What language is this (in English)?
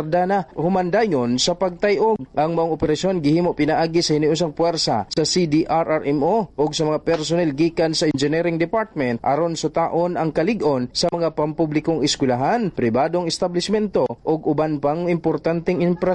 Cebuano